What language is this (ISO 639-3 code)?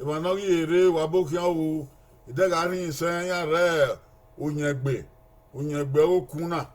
bin